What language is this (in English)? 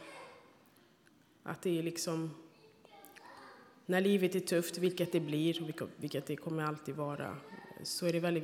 Swedish